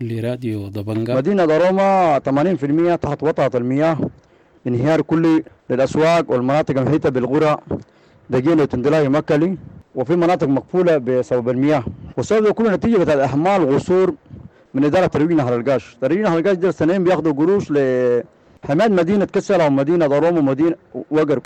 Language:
Sudanese Arabic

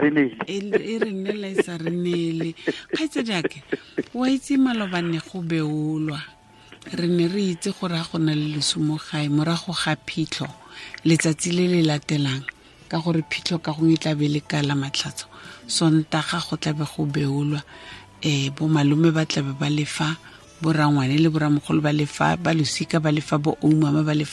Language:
Tswana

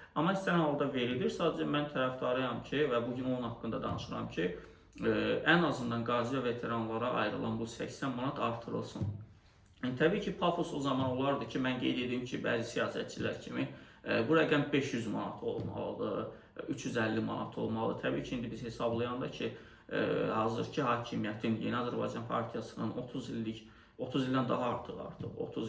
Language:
Azerbaijani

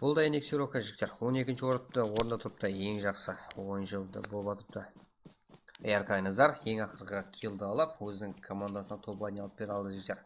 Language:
Kara-Kalpak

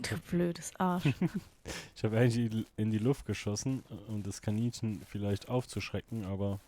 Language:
Swiss German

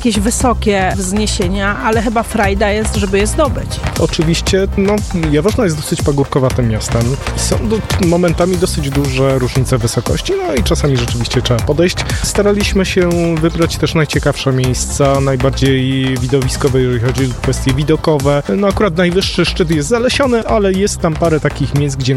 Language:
Polish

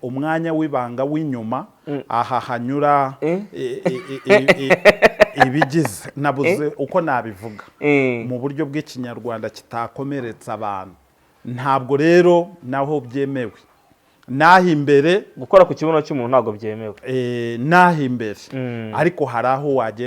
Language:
Kinyarwanda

